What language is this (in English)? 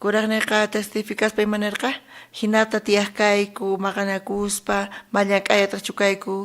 South Bolivian Quechua